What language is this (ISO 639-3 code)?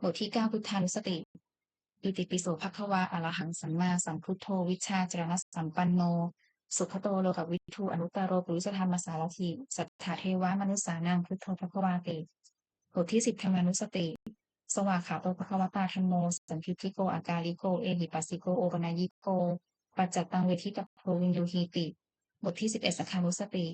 pli